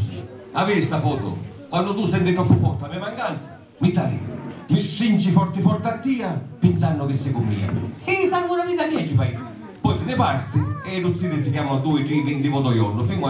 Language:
Sicilian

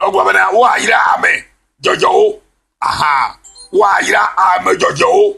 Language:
Ewe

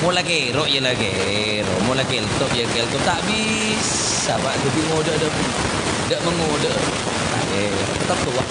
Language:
Madurese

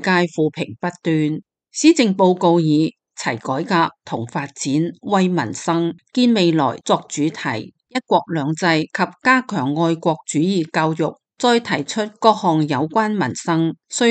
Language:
Cantonese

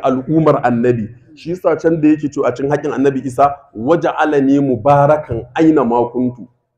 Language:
Hausa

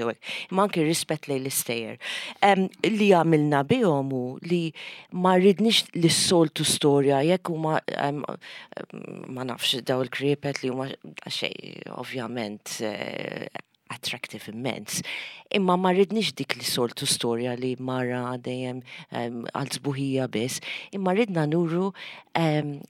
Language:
Maltese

